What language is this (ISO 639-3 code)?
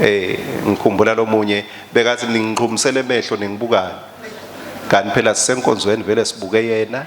ssw